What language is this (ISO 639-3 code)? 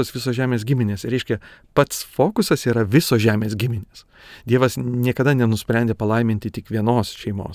lit